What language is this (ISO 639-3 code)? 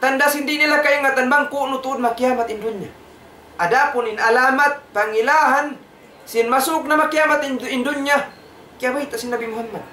tsg